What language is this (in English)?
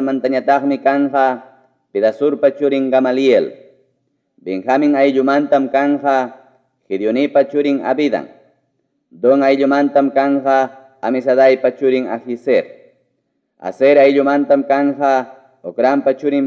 Ayacucho Quechua